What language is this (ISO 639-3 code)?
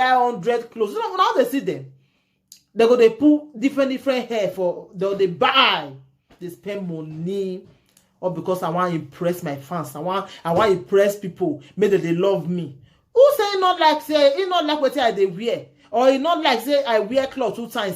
pcm